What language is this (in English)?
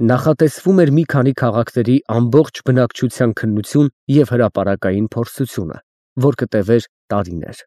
Armenian